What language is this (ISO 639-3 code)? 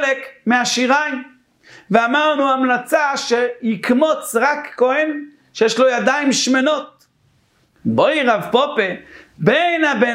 heb